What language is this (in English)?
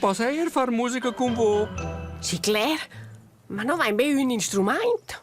Romansh